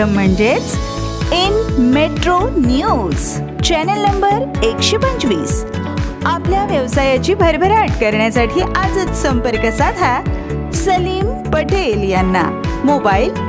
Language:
Marathi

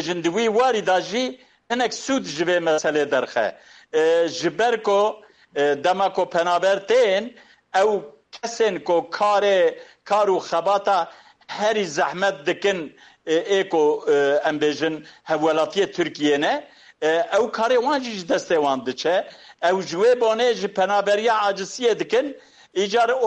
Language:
Kurdish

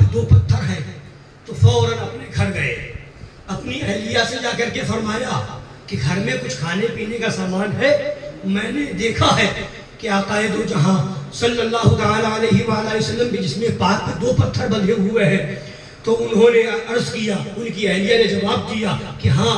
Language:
Urdu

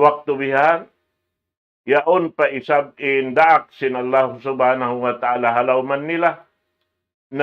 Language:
Tausug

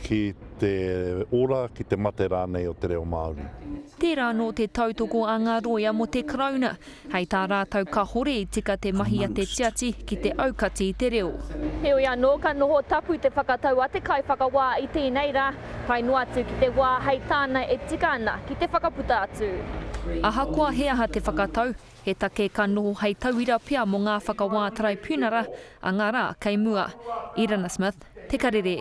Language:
Māori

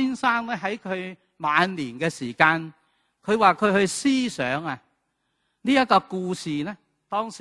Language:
Cantonese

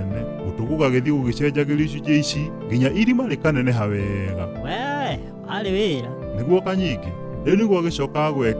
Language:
Kikuyu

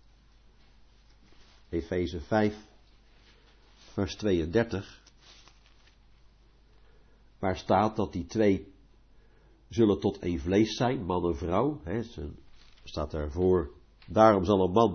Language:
Dutch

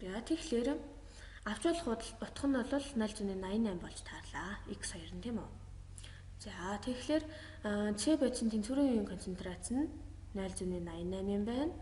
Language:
Mongolian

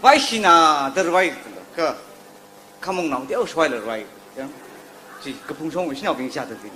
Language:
Tangkhul Naga (India)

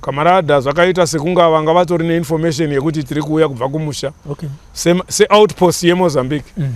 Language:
Shona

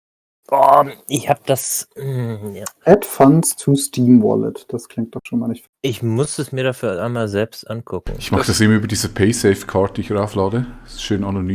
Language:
Swiss German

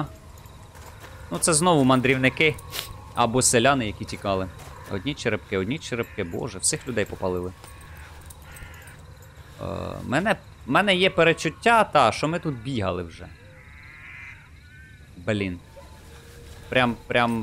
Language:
Ukrainian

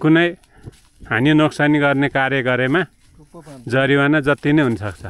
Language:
Nepali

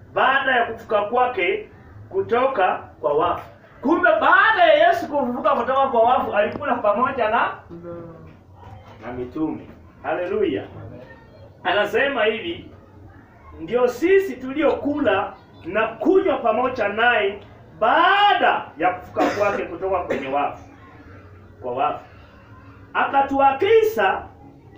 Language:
Swahili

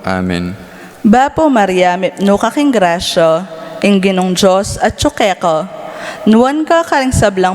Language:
Pampanga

